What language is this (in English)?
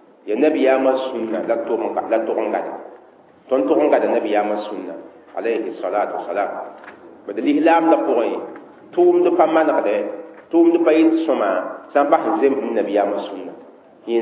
Mossi